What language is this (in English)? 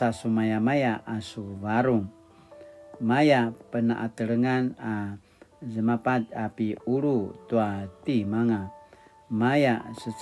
Paiwan